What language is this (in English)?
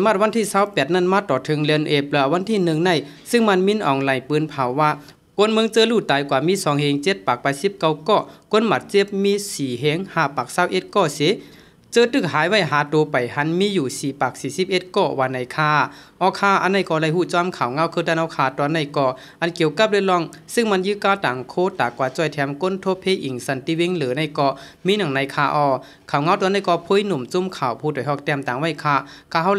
Shan